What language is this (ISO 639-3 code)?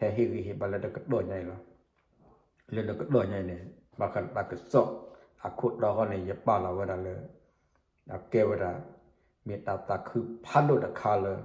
ksw